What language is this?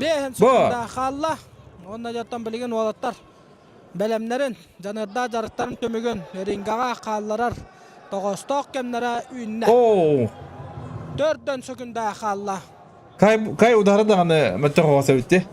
Yakut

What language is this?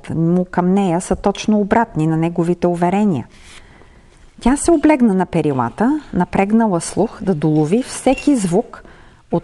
Bulgarian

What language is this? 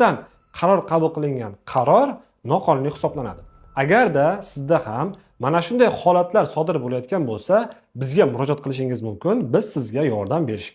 Uzbek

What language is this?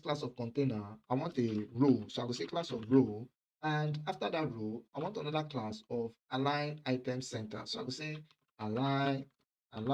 Nigerian Pidgin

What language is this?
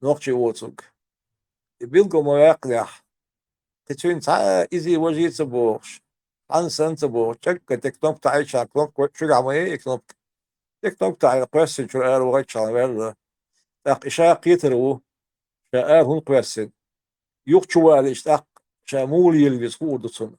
Chechen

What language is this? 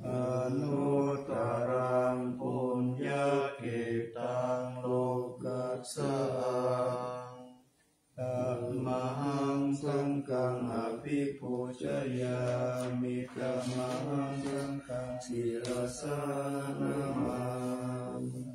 Pali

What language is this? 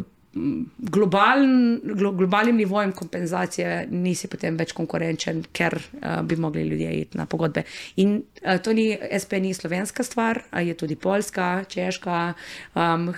Slovenian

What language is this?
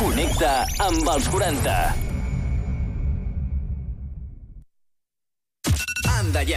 Catalan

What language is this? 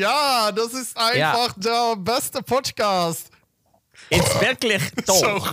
Dutch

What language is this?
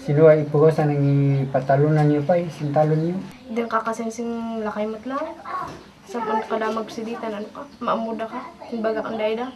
Kankanaey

